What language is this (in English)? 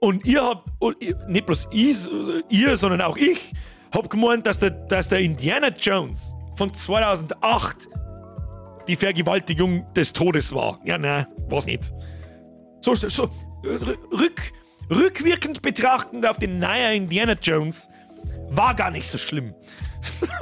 Bavarian